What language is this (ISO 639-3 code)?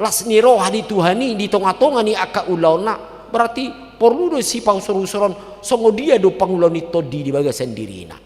bbc